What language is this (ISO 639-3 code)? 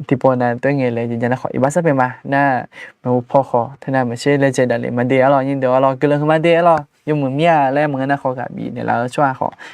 ahk